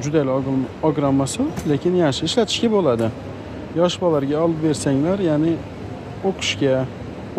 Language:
Uzbek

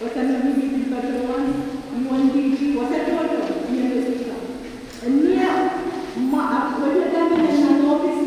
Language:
Pohnpeian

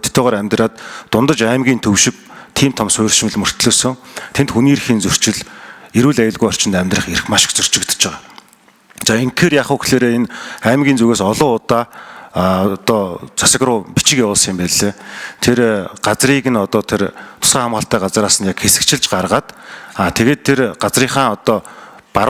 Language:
Mongolian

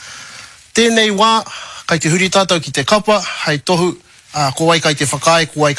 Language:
Māori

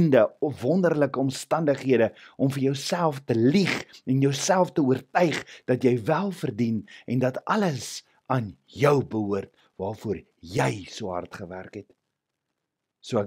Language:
Afrikaans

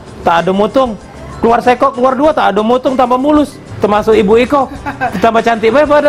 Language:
Musi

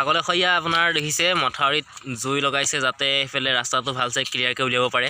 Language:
Assamese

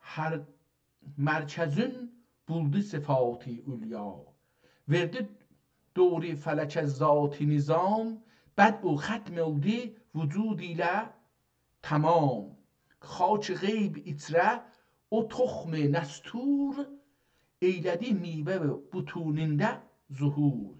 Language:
South Azerbaijani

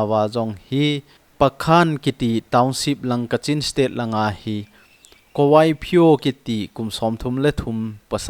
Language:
Thado Chin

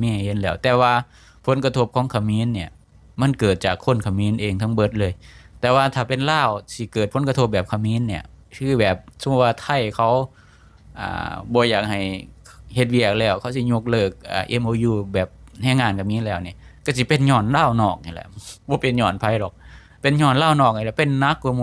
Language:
Lao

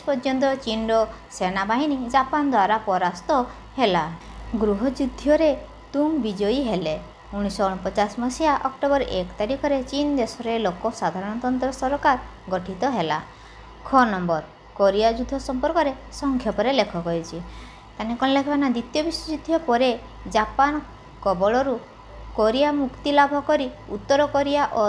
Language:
Odia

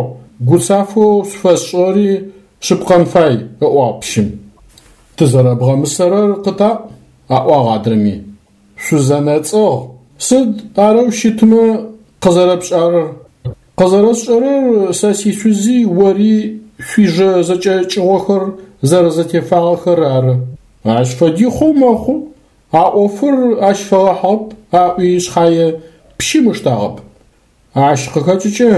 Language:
Adyghe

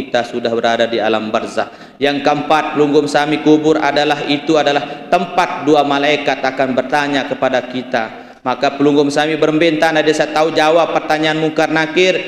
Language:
Sasak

